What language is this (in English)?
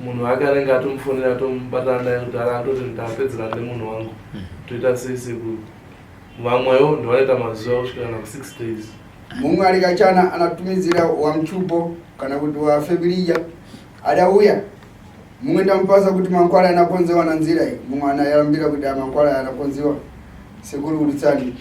Shona